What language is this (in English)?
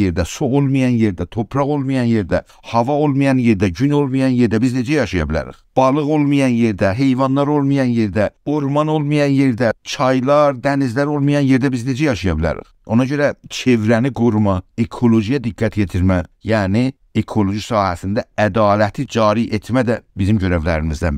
South Azerbaijani